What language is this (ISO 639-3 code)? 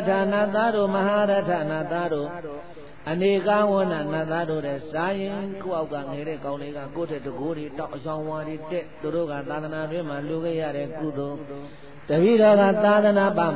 mya